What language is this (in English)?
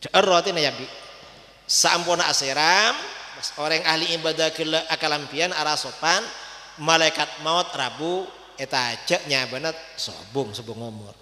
Madurese